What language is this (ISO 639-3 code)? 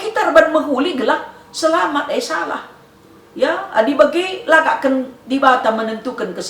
btx